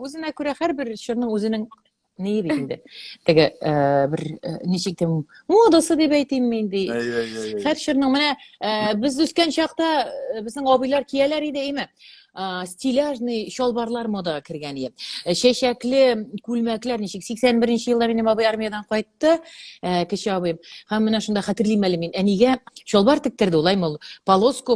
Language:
Tatar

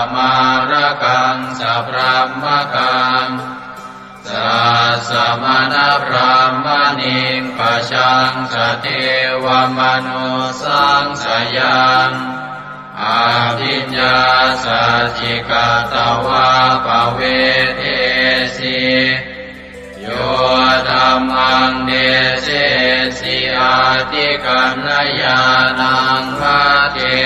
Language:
Pali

